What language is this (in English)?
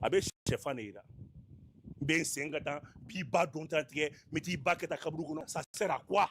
Bambara